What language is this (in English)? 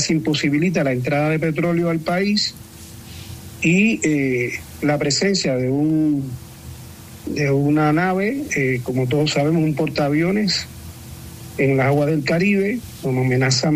Spanish